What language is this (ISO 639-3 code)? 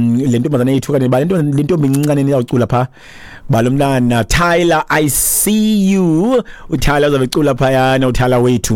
xho